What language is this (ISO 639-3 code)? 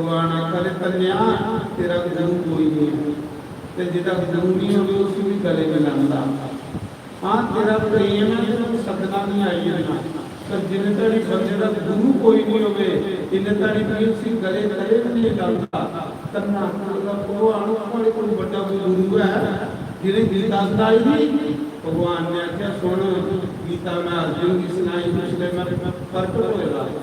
doi